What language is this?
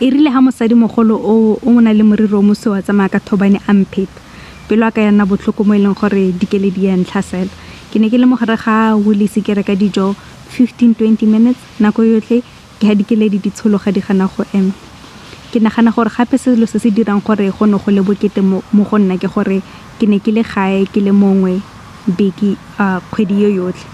Tswana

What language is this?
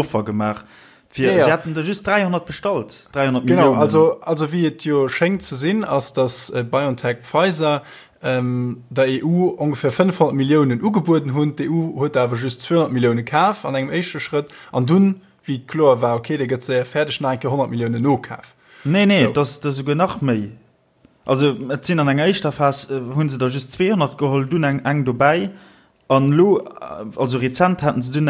Luxembourgish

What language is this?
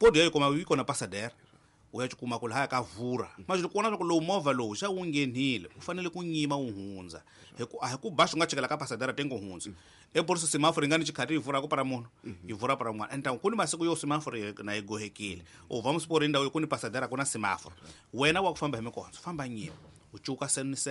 Tsonga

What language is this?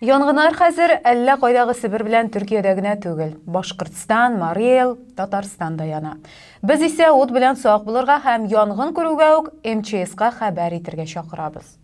Tatar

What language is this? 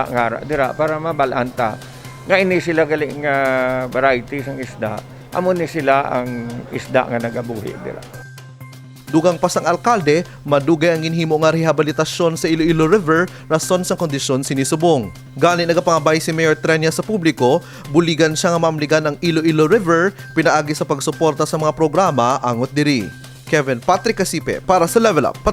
Hiligaynon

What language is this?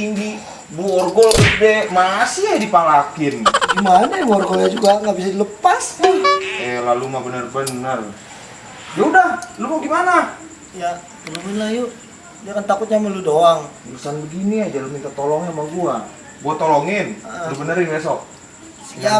Betawi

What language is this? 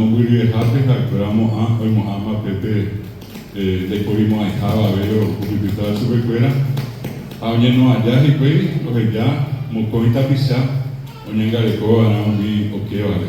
Guarani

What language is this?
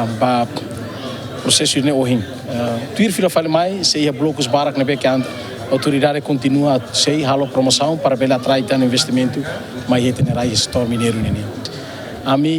Tetum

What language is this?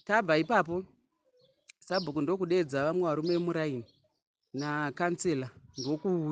Shona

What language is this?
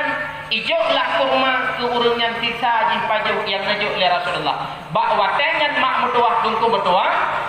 Achinese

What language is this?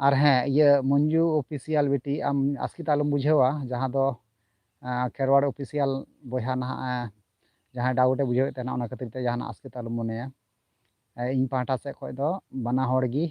Santali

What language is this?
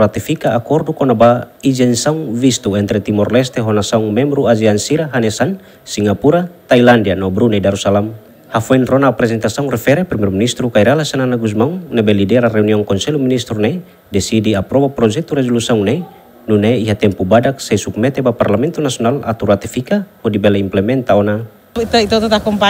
Tetum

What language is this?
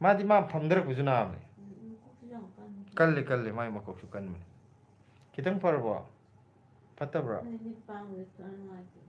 Manipuri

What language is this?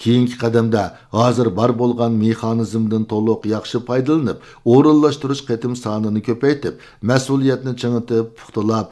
Uyghur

